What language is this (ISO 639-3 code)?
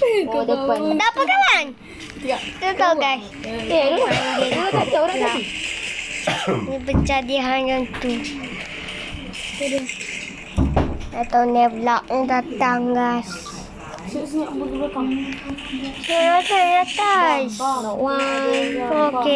msa